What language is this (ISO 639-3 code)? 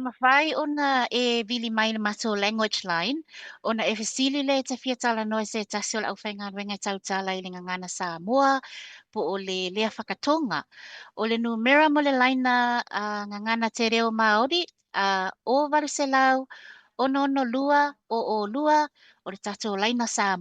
smo